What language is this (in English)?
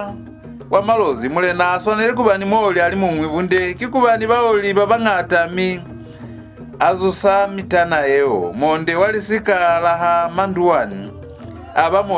Lozi